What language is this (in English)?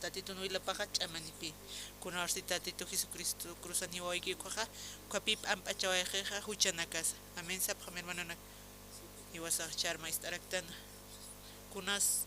Aymara